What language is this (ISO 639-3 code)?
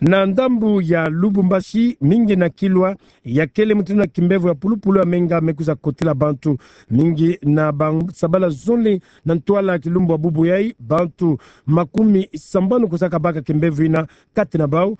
ktu